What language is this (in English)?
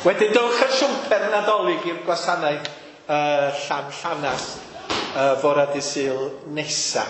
Welsh